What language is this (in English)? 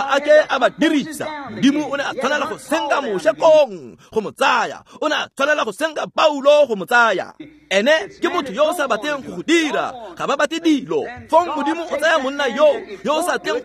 Tswana